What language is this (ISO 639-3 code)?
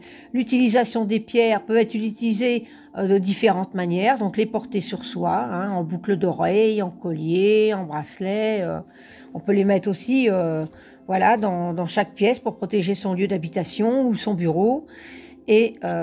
fra